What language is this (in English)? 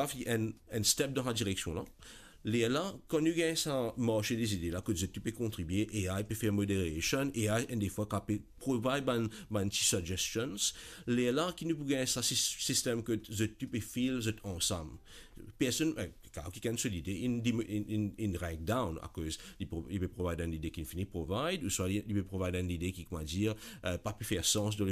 Morisyen